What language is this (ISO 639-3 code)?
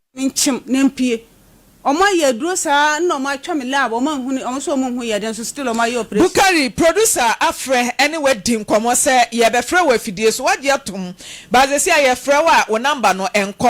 aka